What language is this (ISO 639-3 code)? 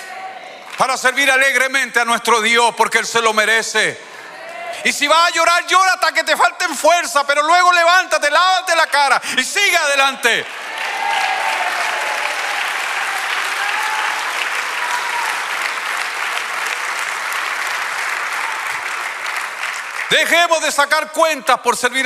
spa